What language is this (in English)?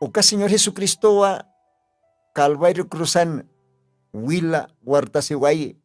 Aymara